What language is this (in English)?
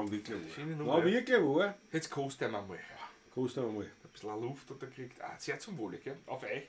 Bavarian